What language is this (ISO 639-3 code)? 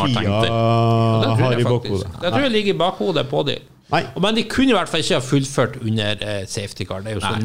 nor